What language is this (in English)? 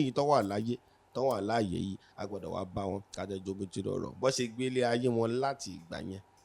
Yoruba